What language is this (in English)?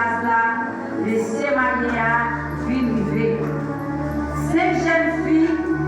Haitian Creole